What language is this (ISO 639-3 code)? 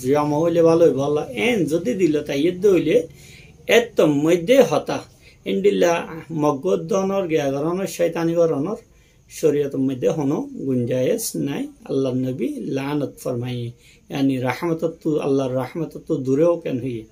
rhg